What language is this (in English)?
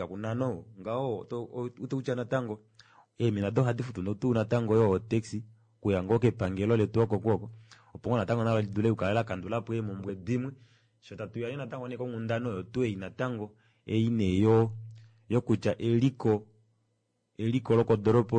Kuanyama